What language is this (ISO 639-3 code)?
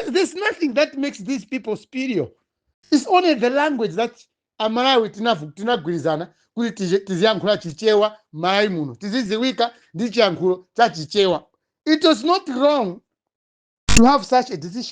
nya